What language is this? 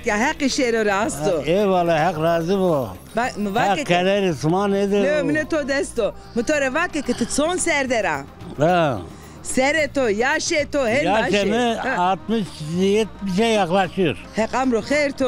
Zaza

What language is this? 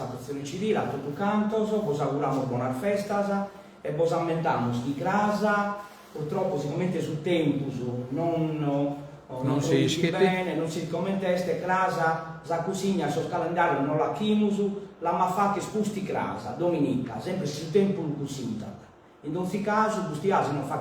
Sardinian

